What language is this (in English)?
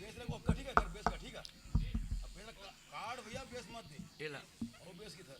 Chhattisgarhi